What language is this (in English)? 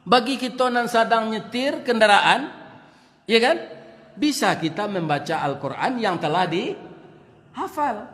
Minangkabau